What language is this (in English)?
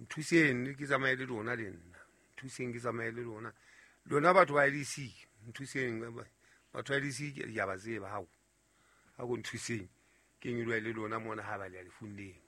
Southern Sotho